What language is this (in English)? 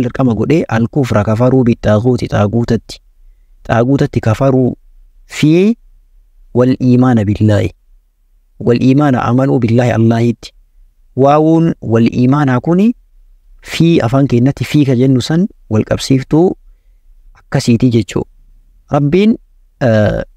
Oromo